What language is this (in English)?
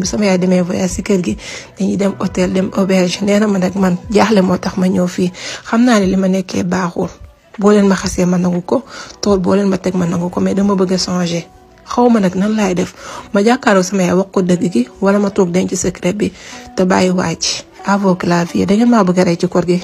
Wolof